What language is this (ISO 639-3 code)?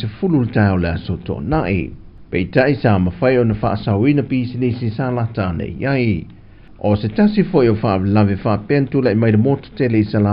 smo